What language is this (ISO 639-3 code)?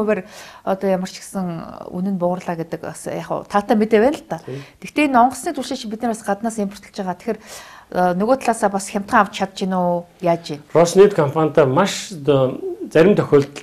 mon